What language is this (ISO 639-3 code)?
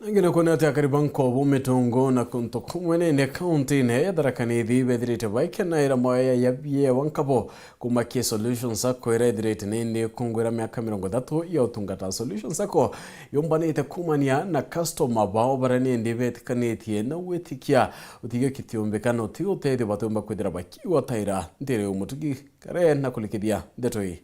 mer